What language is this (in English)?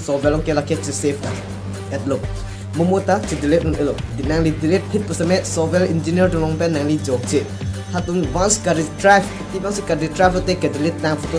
Karbi